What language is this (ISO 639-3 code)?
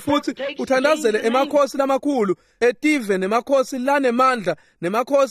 ssw